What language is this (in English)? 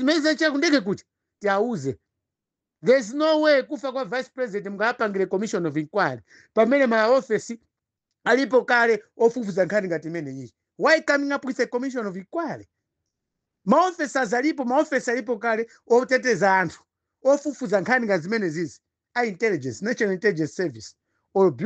Nyanja